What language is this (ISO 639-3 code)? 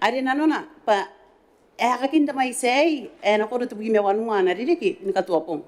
gil